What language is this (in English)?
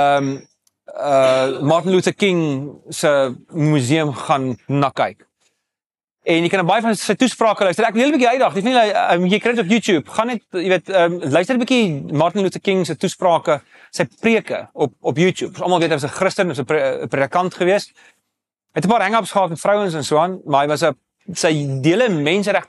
Afrikaans